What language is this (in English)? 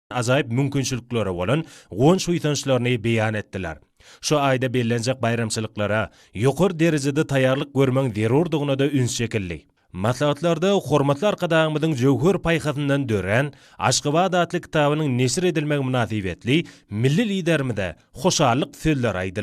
Turkmen